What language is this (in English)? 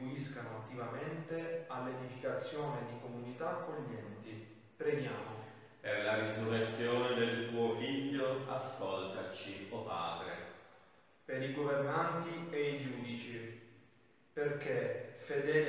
Italian